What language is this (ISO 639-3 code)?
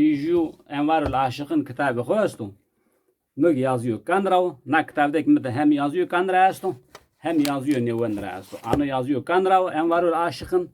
zza